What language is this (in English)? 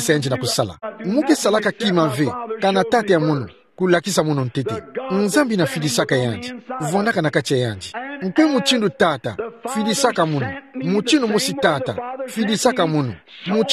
Kituba (Democratic Republic of Congo)